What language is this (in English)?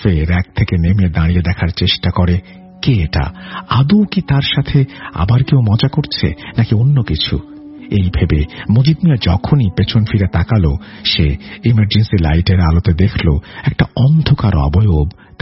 Bangla